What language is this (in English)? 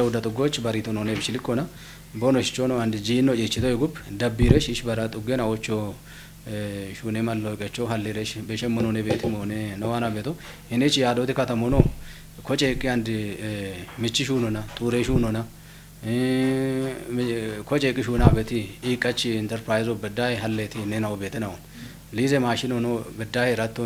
Kafa